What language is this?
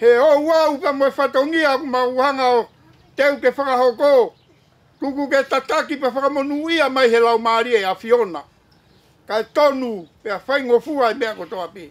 Tongan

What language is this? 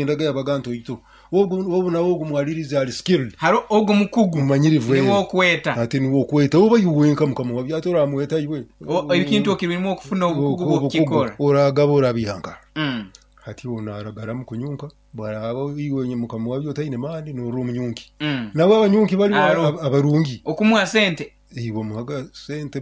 Nyoro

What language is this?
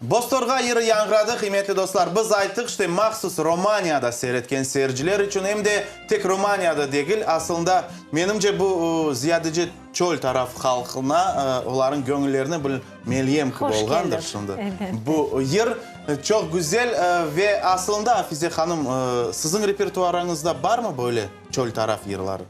Crimean Tatar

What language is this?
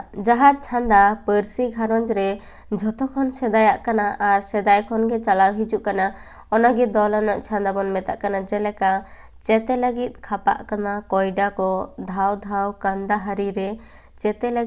Santali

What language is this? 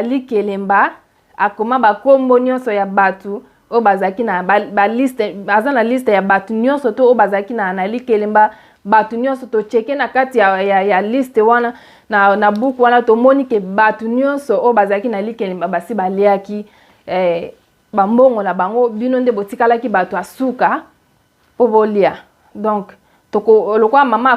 Lingala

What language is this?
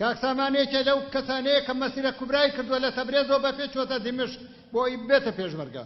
Central Kurdish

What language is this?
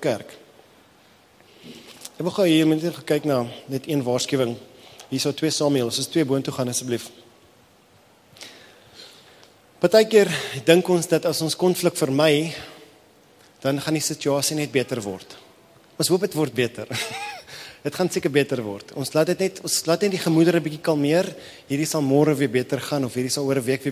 Afrikaans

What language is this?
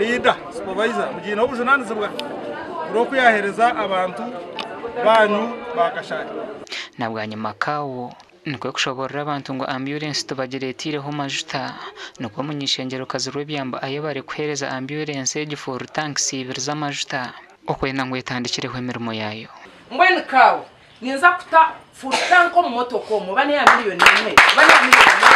Nyankole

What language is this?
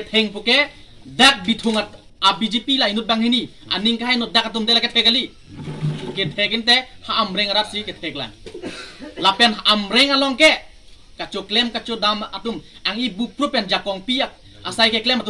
Karbi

